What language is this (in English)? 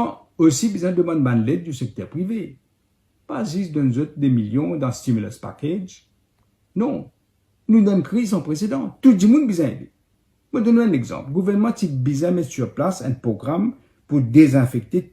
Morisyen